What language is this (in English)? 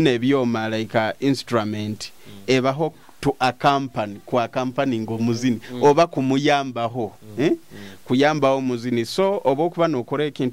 Nyoro